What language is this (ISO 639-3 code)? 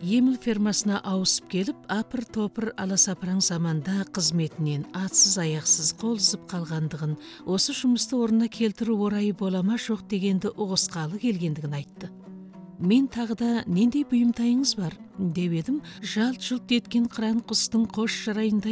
kaz